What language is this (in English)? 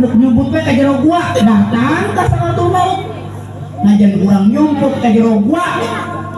Sundanese